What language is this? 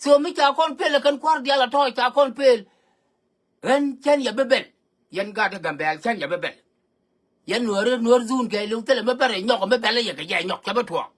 Nuer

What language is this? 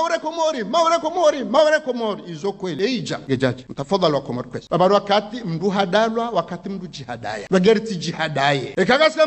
Ngazidja Comorian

